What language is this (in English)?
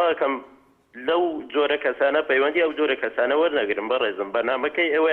Central Kurdish